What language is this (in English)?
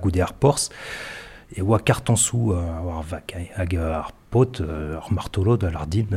Breton